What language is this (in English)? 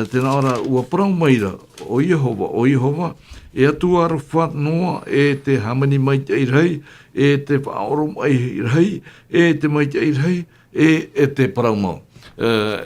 Tahitian